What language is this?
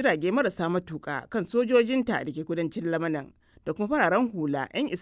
Hausa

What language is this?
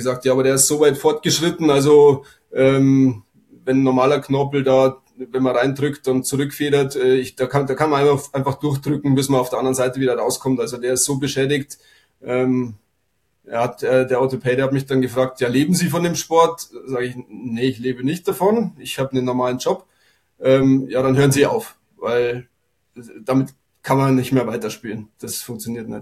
German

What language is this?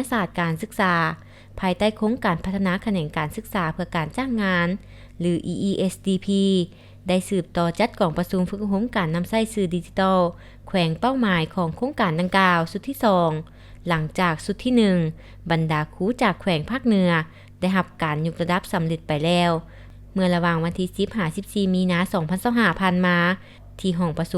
Lao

